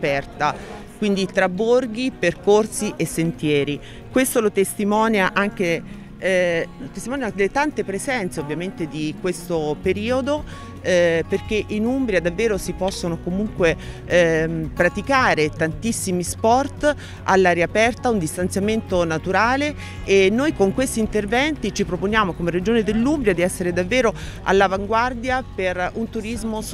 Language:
Italian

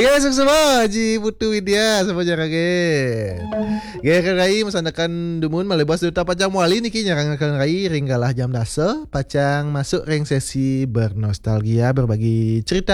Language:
Balinese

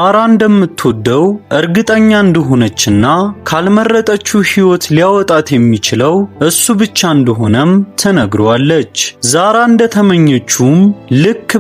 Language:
Amharic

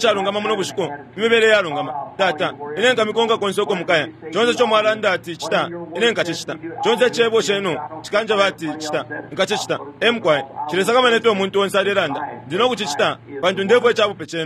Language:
Bemba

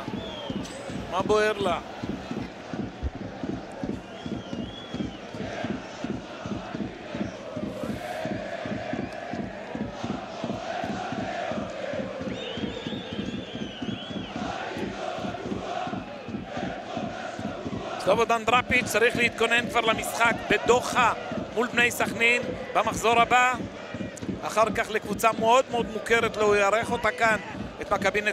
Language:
Hebrew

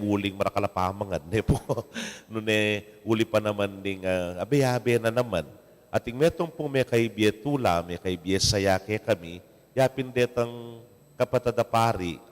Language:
Pampanga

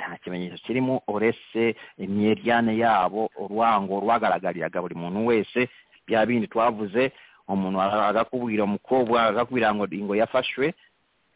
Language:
Kinyarwanda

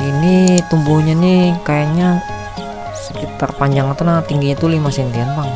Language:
Banjar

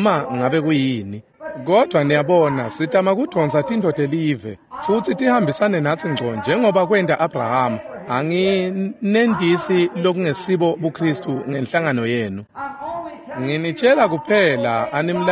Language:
Swati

